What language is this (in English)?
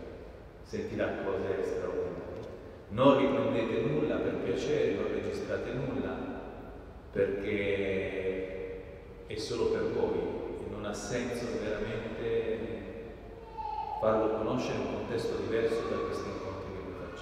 Italian